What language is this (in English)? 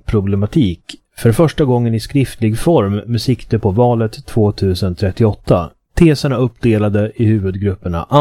Swedish